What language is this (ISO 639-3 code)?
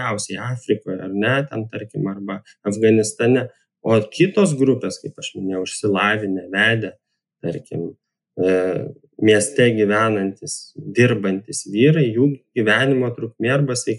lit